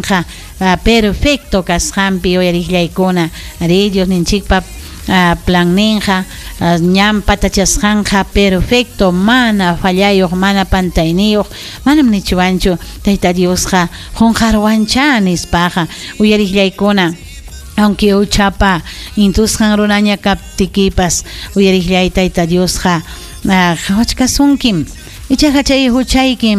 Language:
Ayacucho Quechua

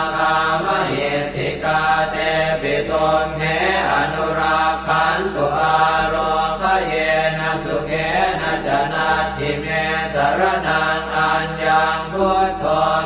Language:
Pali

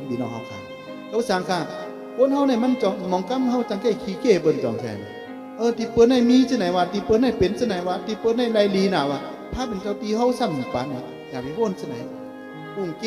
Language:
Shan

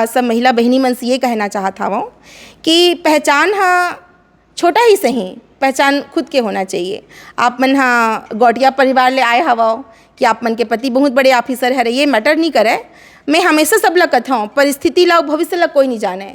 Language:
Chhattisgarhi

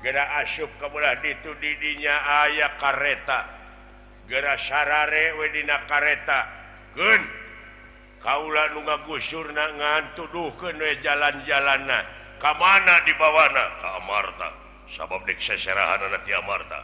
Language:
Sundanese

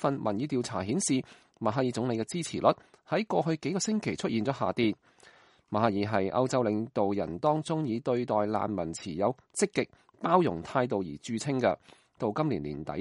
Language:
Cantonese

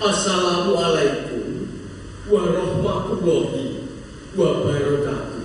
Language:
Javanese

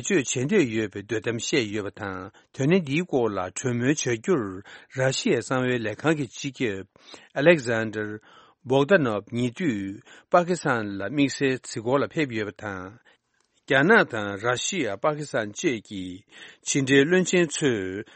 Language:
Tibetan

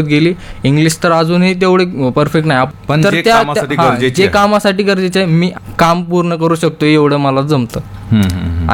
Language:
Marathi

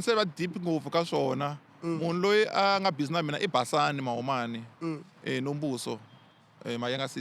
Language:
Tsonga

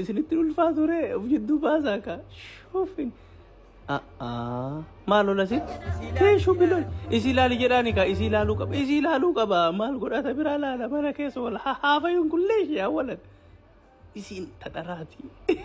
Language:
Oromo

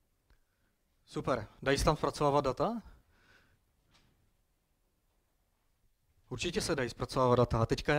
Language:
Czech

